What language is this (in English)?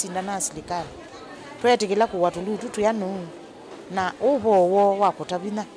Kamba